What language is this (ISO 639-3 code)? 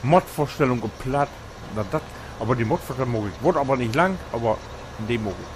nds